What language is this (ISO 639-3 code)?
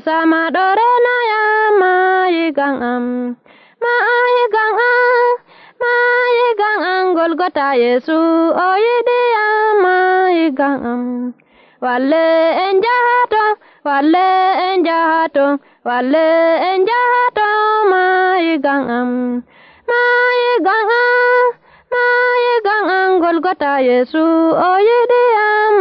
fuv